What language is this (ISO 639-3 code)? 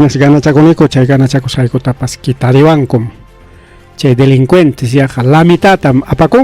quy